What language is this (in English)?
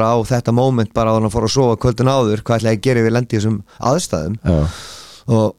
Icelandic